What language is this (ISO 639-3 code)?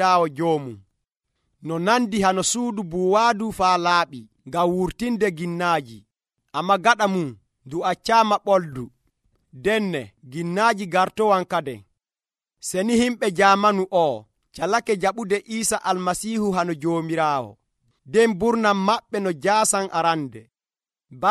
fuv